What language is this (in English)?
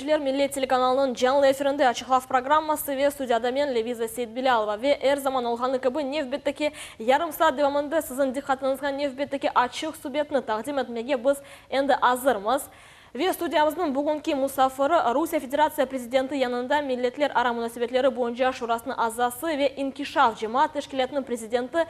Crimean Tatar